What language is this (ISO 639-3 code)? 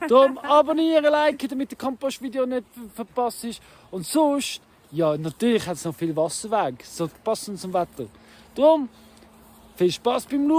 gsw